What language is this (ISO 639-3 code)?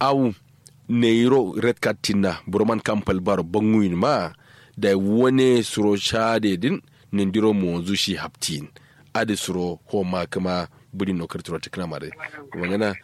kau